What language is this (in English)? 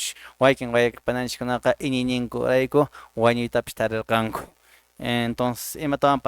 Quechua